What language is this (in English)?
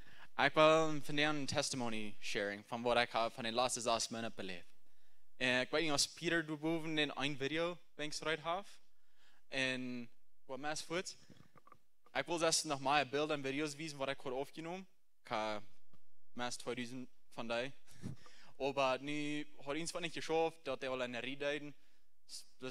Plautdietsch